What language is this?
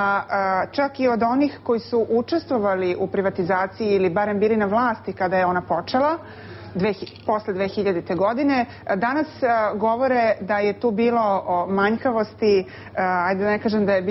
Serbian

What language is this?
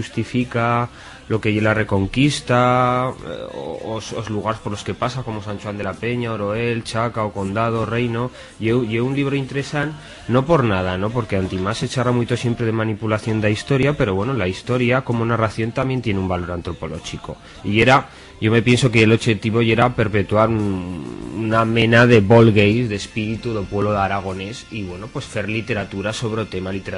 Aragonese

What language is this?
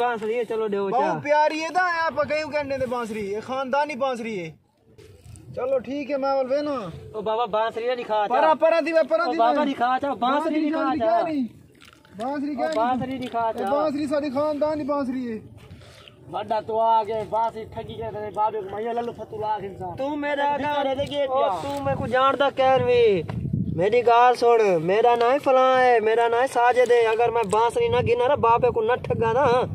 Saraiki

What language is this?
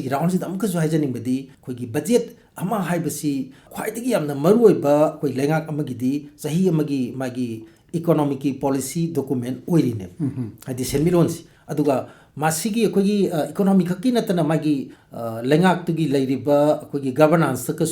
Manipuri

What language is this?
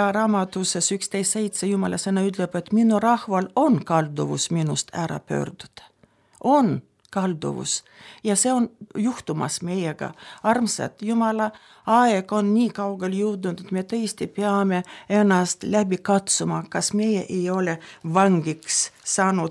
Estonian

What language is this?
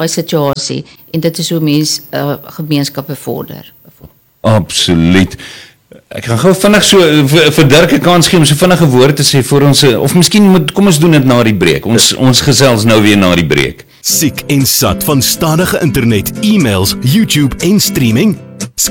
Afrikaans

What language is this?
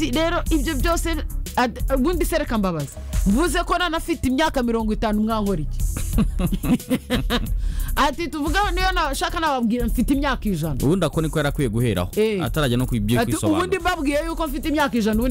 Kinyarwanda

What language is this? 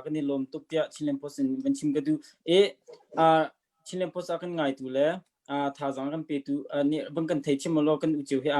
Hakha Chin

